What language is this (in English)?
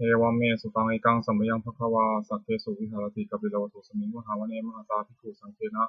Pali